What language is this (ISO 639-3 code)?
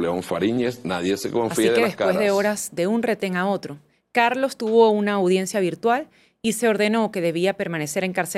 spa